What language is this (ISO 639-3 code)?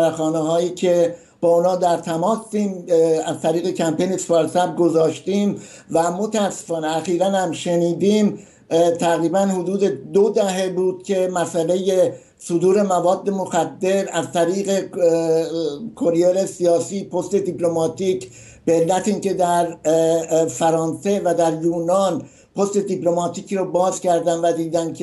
fas